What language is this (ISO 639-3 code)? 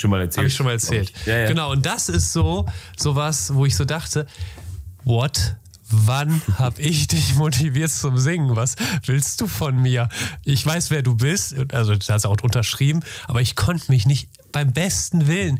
deu